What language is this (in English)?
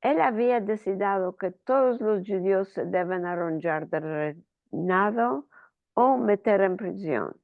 Ladino